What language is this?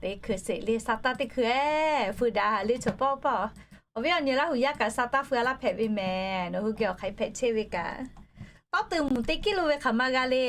Lahu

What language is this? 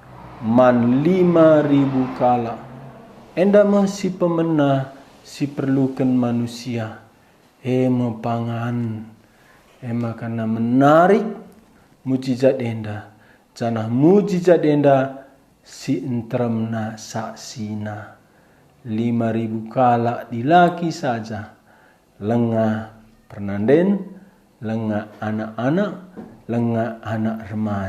Batak Karo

